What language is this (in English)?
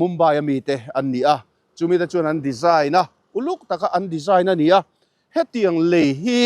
Mizo